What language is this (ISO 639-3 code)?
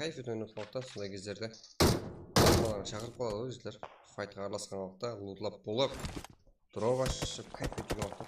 kaa